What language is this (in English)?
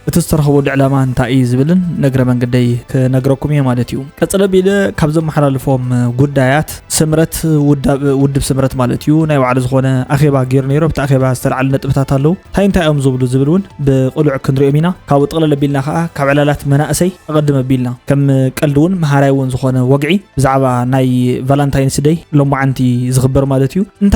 Tigrinya